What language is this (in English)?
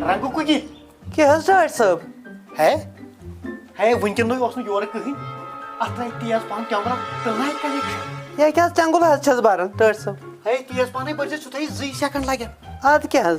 Kashmiri